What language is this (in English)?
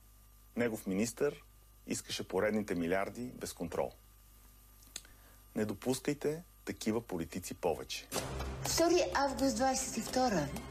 Bulgarian